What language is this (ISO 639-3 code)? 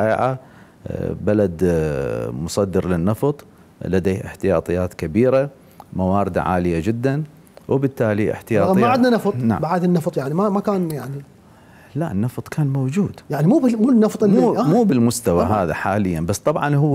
acm